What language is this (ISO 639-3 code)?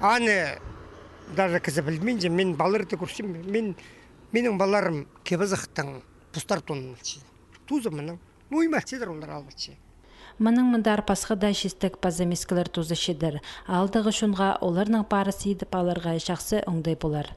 kjh